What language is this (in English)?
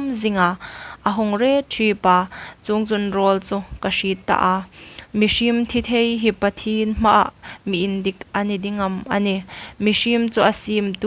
Hmar